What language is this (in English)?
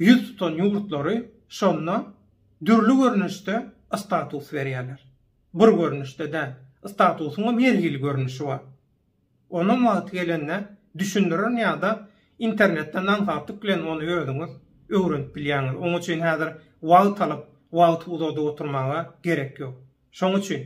Turkmen